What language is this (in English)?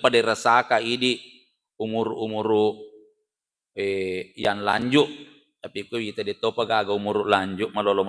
Buginese